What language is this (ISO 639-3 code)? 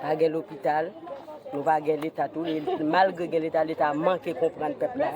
hat